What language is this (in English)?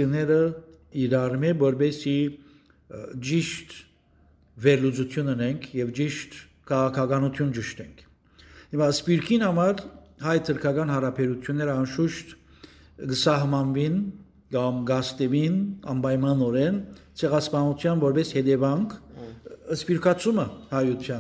Western Armenian